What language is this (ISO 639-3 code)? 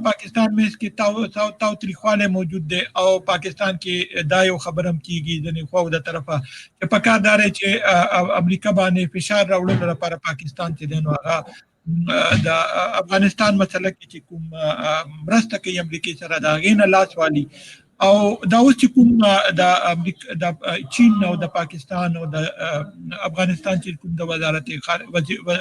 pus